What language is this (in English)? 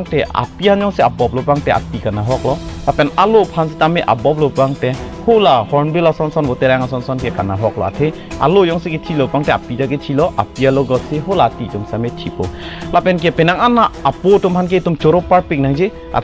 Karbi